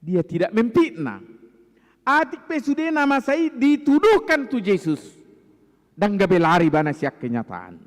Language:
Batak Toba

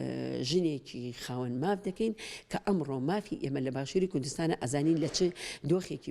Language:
Central Kurdish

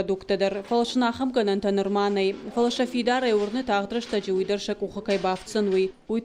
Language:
Ossetic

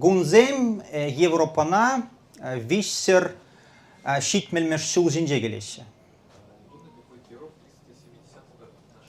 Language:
Chuvash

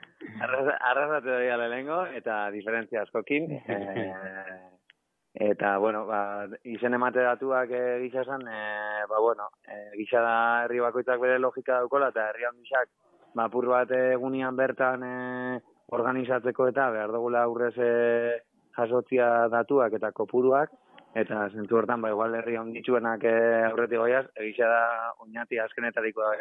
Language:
Basque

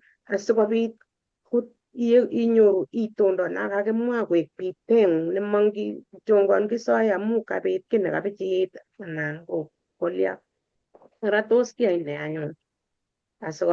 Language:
Kalenjin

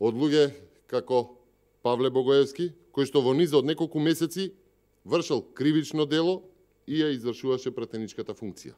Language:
Macedonian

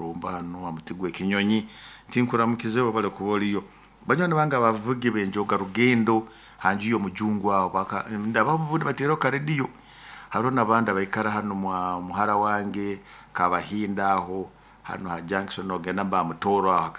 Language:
Nyoro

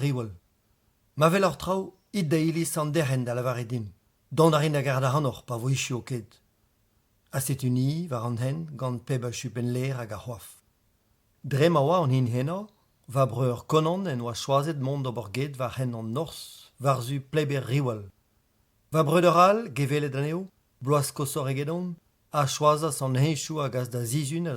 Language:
Breton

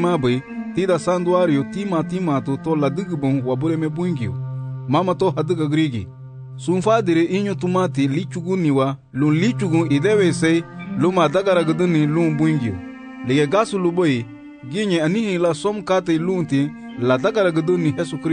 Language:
Garifuna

